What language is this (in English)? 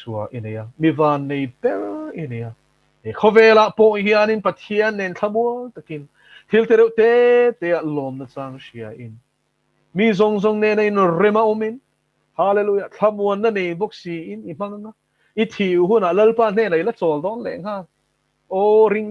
Mizo